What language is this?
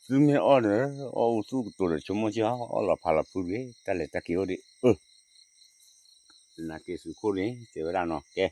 S'gaw Karen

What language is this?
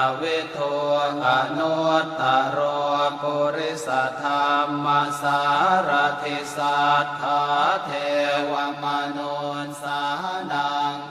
Pali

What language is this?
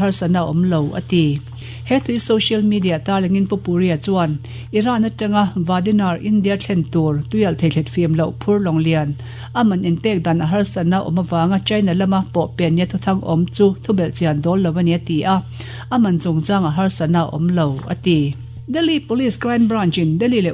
Mizo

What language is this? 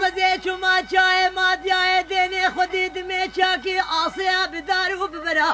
Kurdish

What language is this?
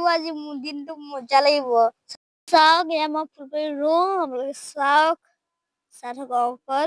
Assamese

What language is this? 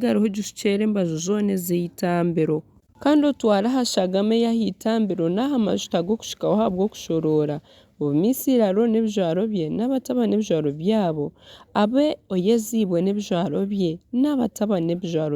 Nyankole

